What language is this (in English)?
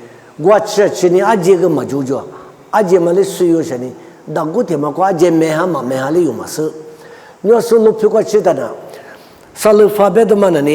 Lisu